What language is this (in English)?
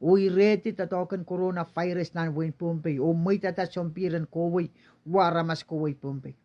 Pohnpeian